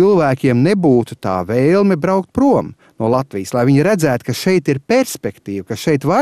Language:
Latvian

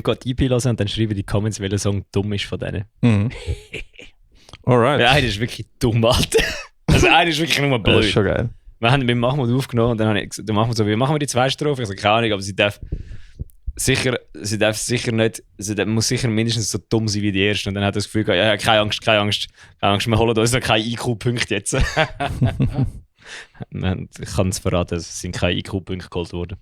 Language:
Swiss German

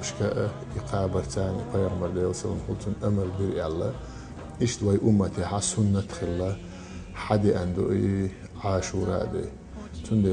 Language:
Chechen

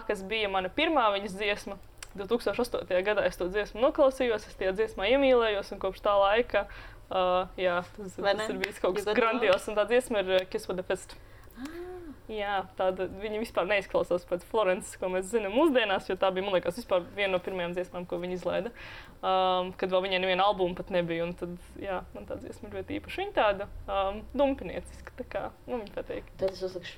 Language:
Latvian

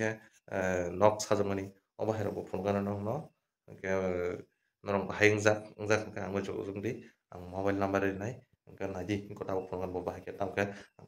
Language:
Kok Borok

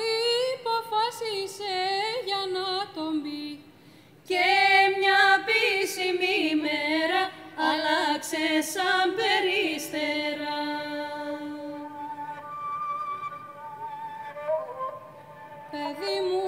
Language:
Greek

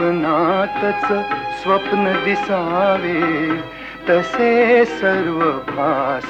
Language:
Marathi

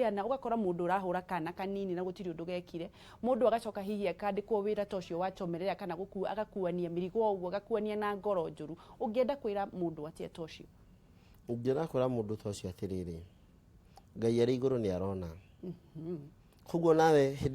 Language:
Kikuyu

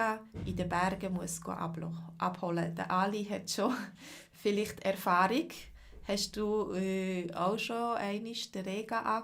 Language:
Swiss German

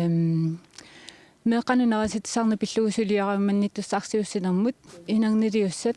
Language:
Kalaallisut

